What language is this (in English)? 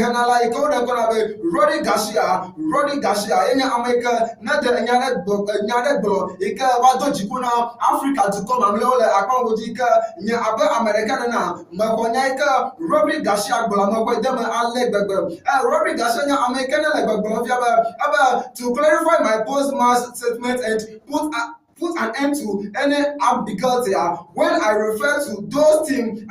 Ewe